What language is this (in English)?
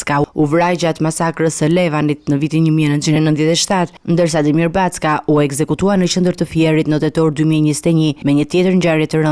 Albanian